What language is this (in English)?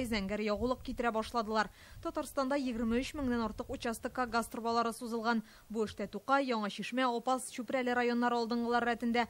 Tatar